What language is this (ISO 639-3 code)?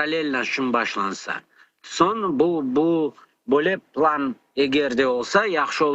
crh